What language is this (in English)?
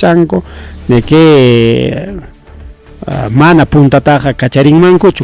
Ayacucho Quechua